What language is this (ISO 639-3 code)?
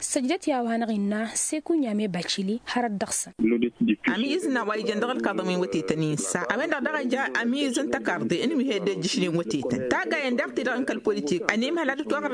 taq